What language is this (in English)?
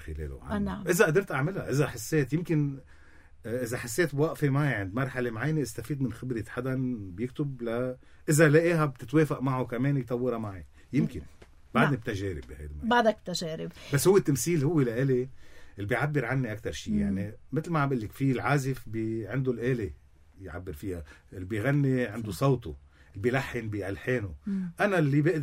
North Levantine Arabic